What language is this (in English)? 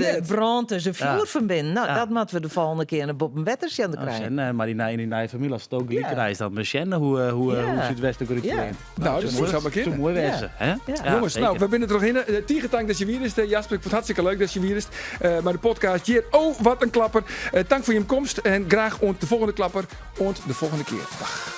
Western Frisian